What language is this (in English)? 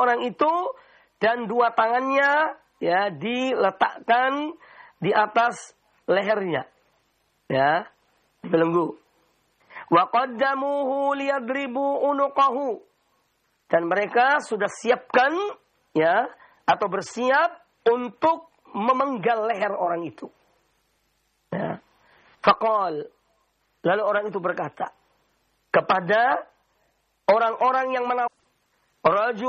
Indonesian